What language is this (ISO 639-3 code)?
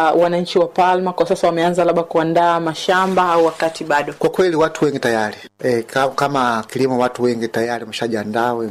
swa